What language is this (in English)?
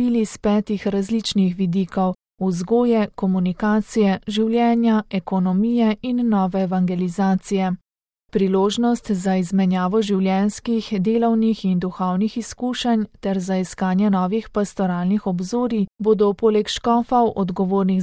Slovenian